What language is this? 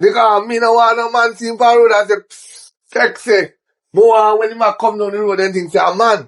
Jamaican Creole English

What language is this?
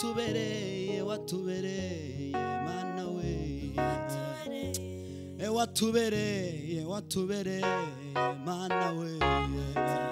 Kinyarwanda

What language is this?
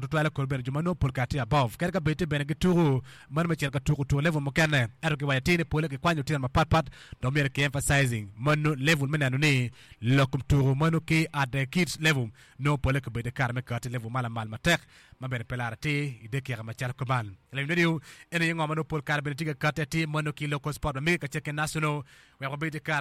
Acoli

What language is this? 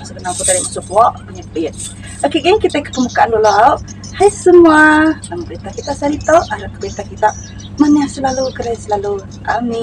Iban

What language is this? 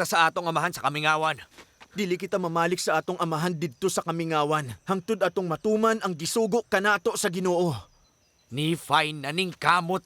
Cebuano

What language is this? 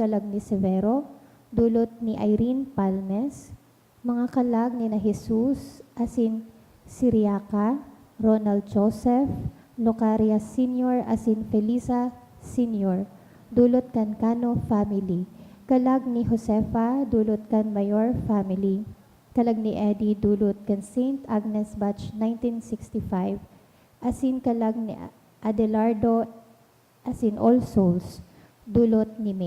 Bikol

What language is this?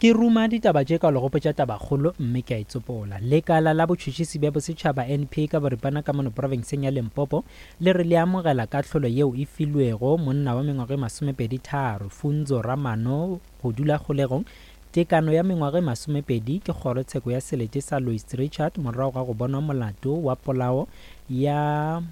Northern Sotho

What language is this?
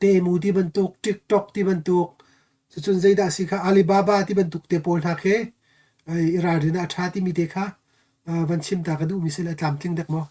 Hakha Chin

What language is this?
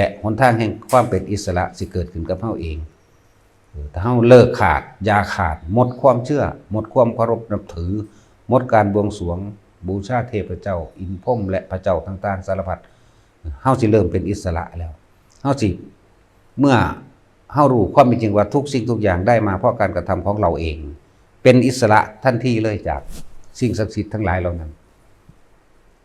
Lao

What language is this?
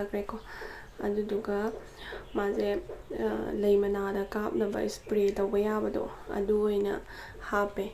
Manipuri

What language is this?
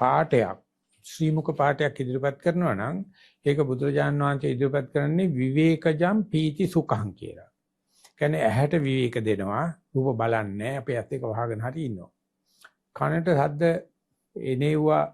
Sinhala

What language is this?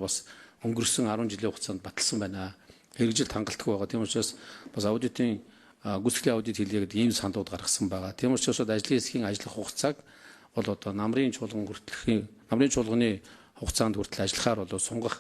Mongolian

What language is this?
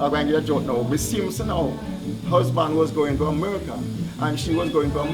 Jamaican Creole English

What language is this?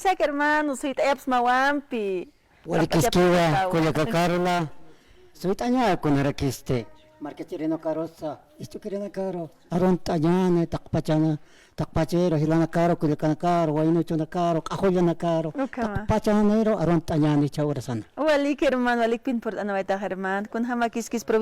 Aymara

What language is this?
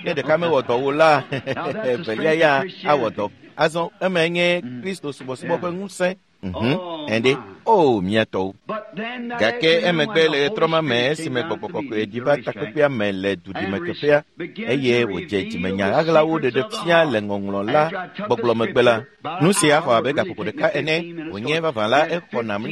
Ewe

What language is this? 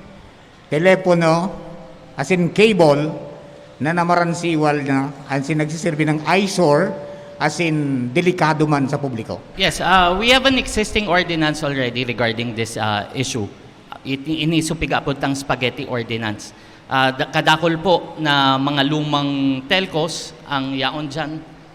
Bikol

